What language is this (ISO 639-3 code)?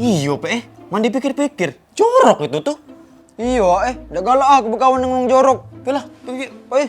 mui